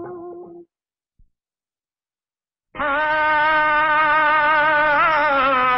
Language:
Bhojpuri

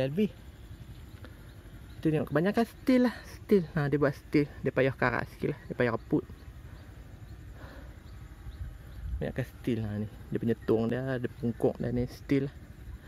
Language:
Malay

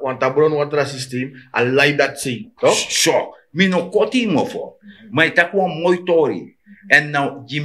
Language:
Sranan Tongo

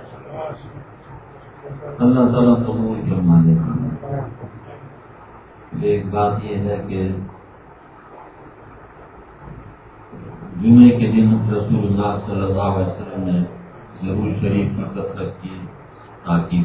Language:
Urdu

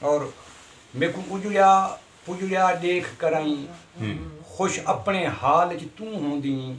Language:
Saraiki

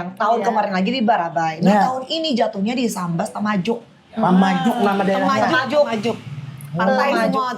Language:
Banjar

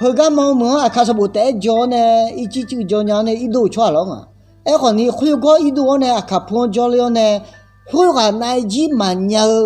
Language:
Akha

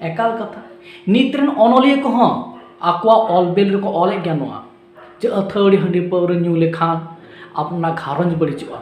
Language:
Santali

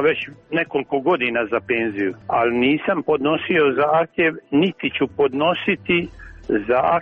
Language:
Serbian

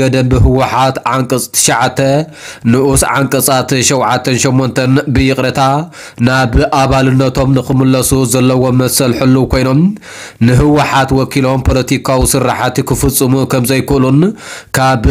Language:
Tigrinya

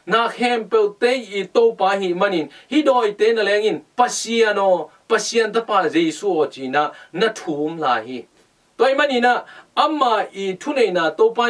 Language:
Tedim Chin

